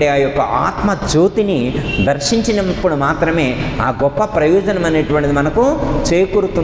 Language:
Telugu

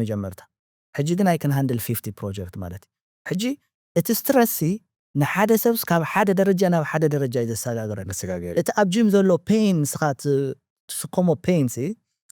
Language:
Tigrinya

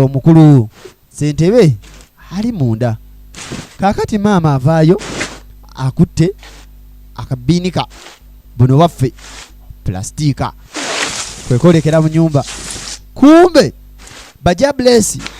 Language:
Ganda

